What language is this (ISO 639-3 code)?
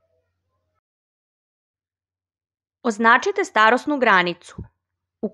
srp